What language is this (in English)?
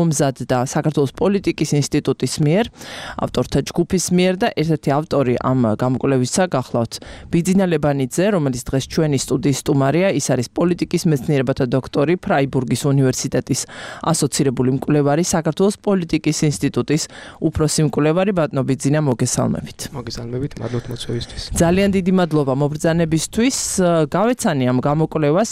Georgian